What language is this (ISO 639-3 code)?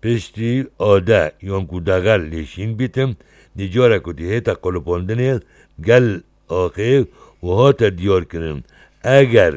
kur